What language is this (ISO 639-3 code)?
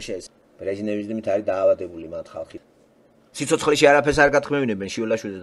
kat